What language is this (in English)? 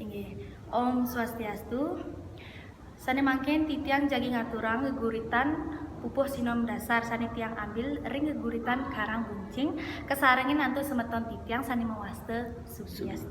Balinese